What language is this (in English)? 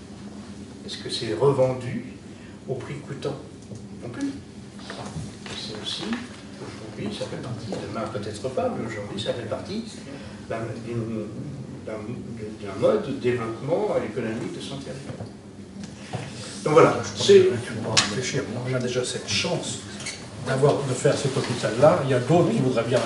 French